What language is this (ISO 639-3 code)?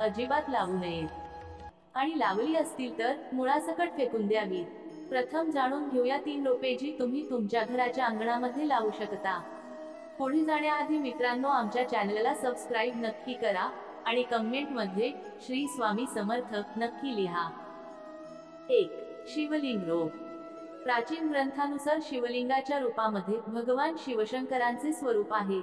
mar